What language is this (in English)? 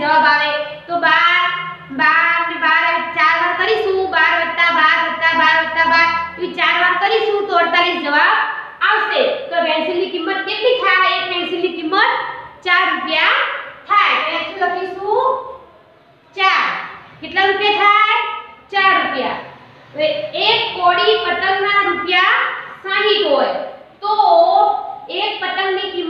Gujarati